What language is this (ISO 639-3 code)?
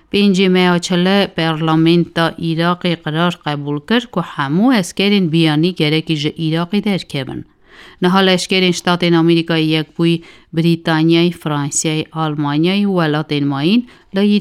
kur